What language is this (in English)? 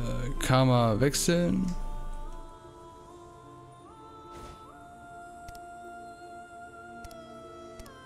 German